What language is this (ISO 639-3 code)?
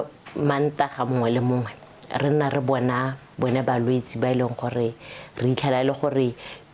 tsn